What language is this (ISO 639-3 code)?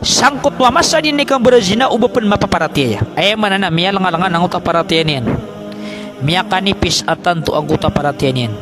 mrw